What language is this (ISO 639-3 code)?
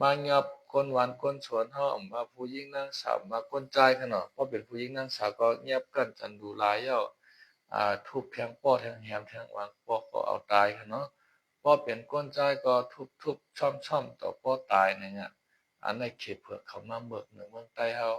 shn